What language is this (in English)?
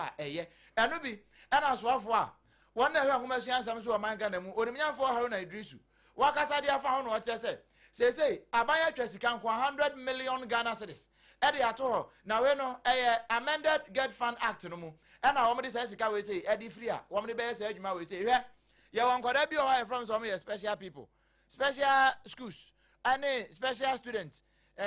Akan